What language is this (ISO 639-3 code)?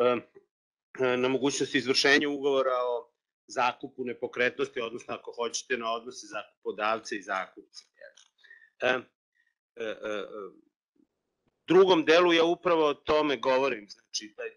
srp